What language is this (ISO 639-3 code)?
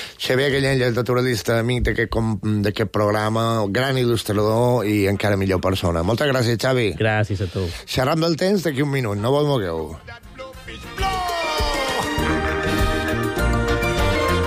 cat